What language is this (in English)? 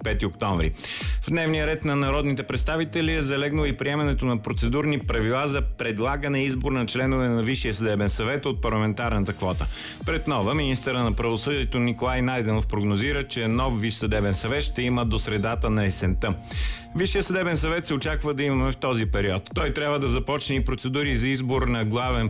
Bulgarian